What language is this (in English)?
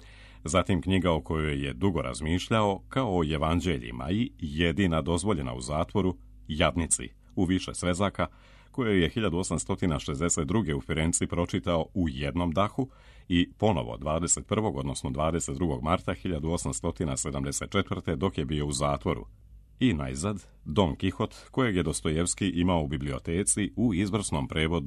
Serbian